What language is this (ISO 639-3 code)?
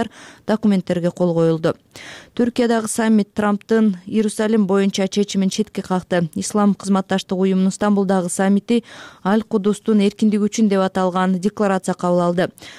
kir